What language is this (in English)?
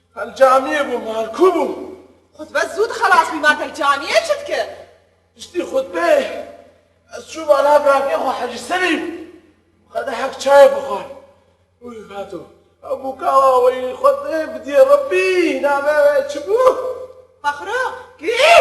Kurdish